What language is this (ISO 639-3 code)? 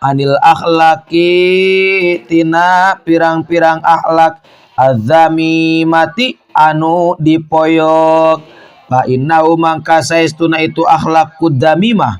sun